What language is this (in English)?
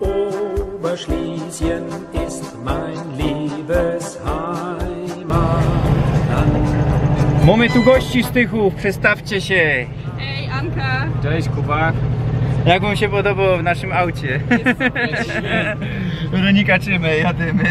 Silesian